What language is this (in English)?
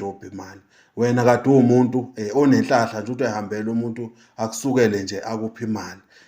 Zulu